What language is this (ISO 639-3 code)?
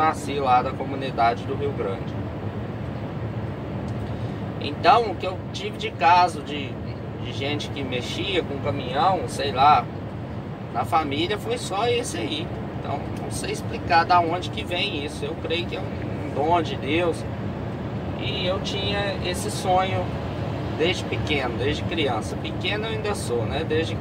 por